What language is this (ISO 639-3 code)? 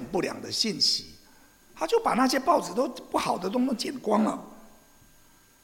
zho